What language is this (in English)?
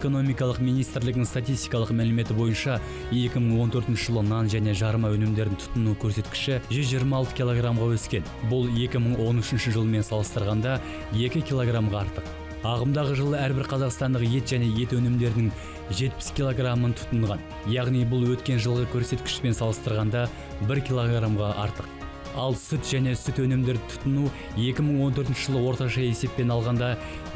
Kazakh